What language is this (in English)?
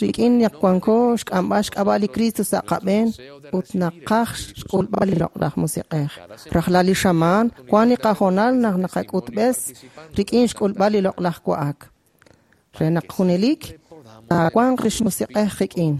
Kekchí